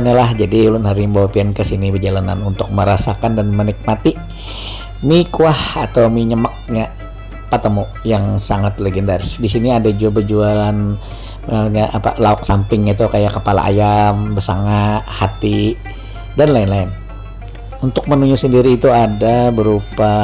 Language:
Banjar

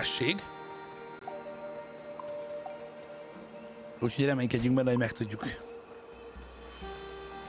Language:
Hungarian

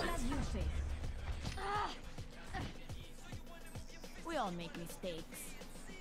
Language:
English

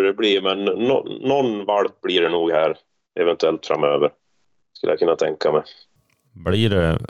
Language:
Swedish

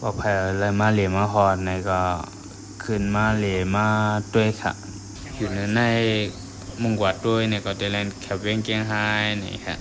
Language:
Shan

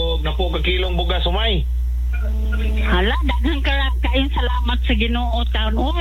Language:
Cebuano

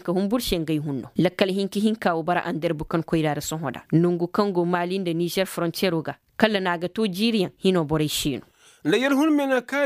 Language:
Koyraboro Senni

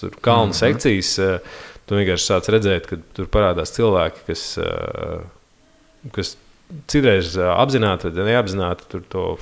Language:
Latvian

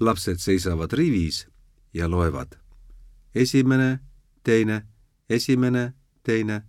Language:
Estonian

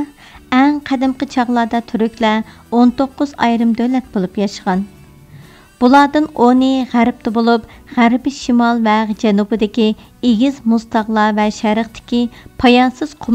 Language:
Uyghur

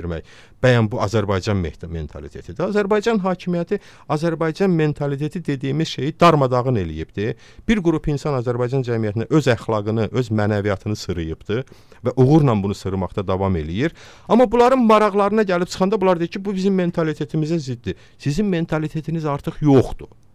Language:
Azerbaijani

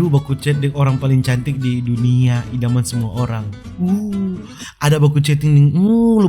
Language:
Manado Malay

